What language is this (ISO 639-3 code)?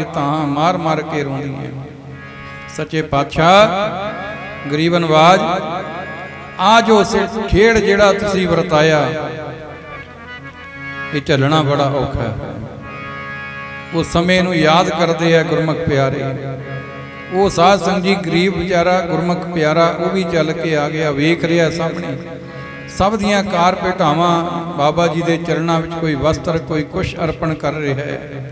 pan